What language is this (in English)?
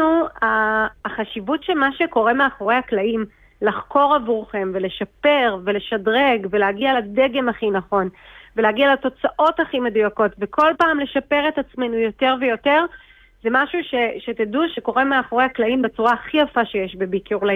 Hebrew